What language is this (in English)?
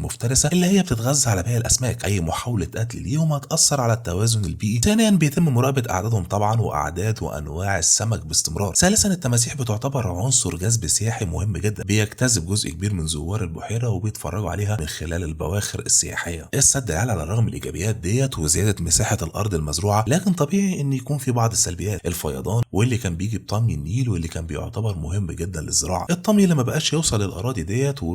Egyptian Arabic